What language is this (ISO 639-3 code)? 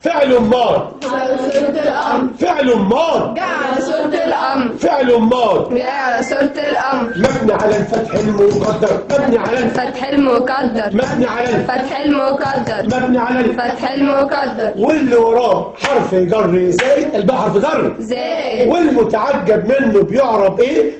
arz